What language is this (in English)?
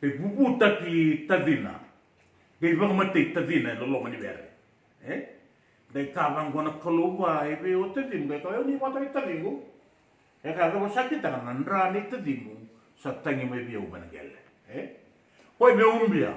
Fijian